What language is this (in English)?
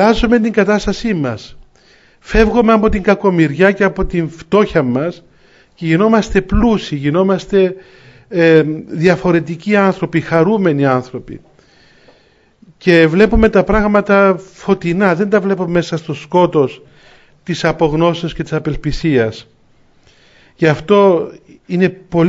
Greek